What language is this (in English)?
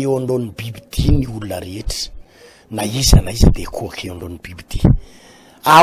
Malagasy